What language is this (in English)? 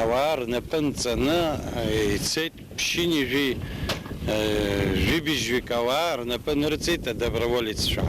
Abkhazian